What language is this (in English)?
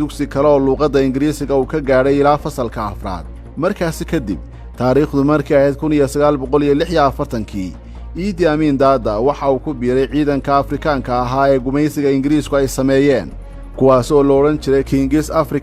Somali